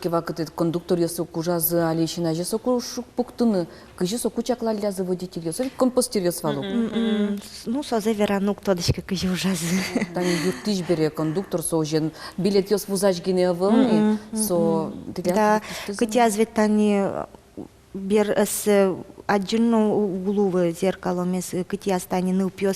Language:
Udmurt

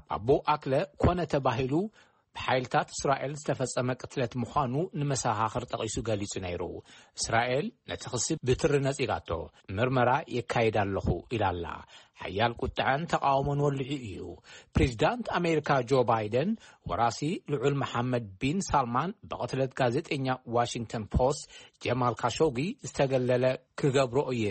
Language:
Tigrinya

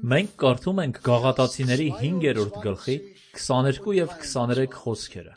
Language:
Armenian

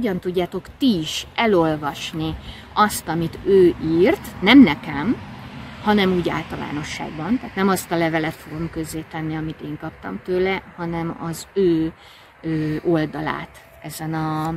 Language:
Hungarian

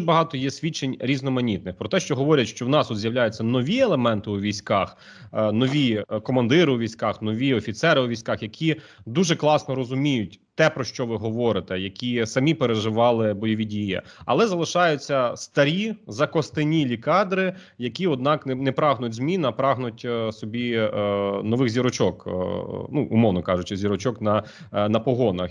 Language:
Ukrainian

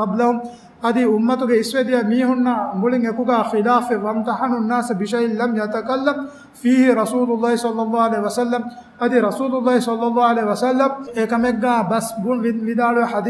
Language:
Divehi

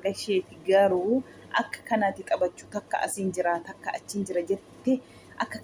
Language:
Oromo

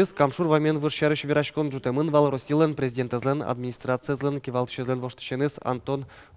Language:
Udmurt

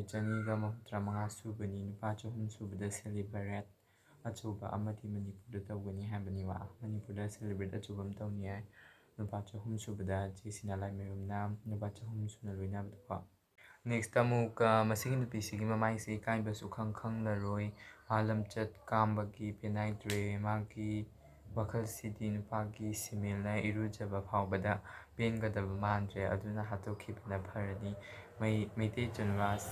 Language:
Manipuri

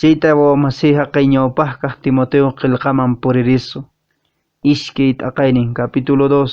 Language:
Quechua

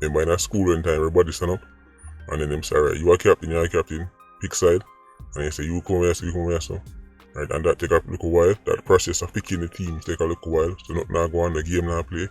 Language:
Jamaican Creole English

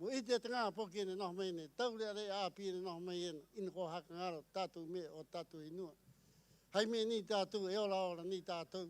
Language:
Rapanui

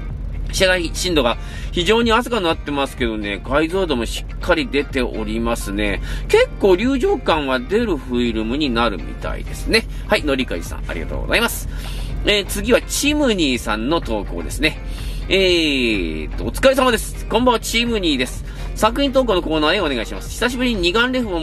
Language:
Japanese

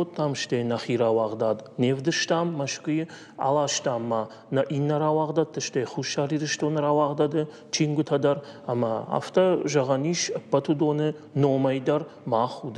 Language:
Ossetic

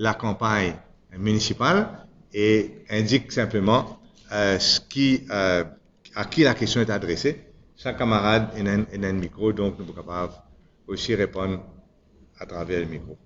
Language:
Morisyen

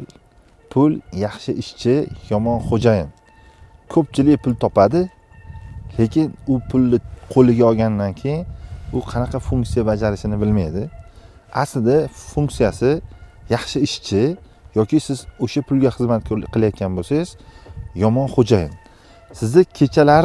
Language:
Uzbek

